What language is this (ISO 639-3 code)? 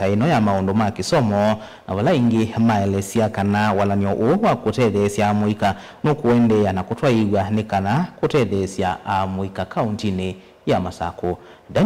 kam